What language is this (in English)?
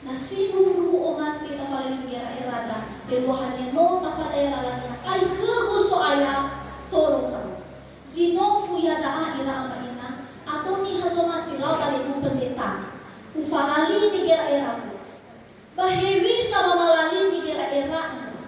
Nias